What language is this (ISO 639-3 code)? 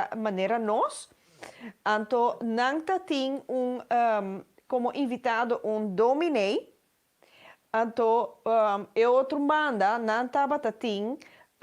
pap